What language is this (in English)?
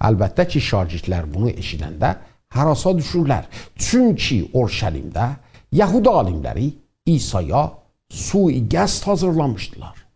South Azerbaijani